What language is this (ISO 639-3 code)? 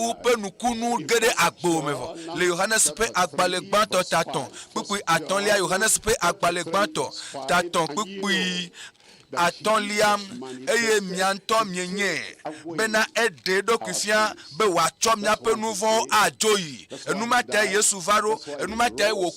ewe